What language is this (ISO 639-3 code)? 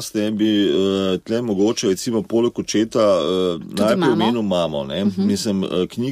slv